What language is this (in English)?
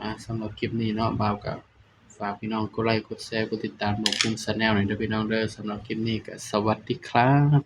Northeastern Thai